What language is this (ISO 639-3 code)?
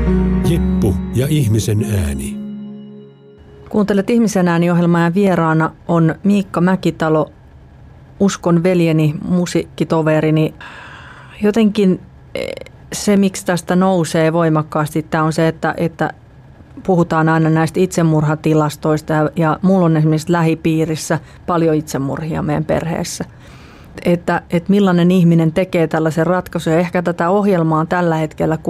fin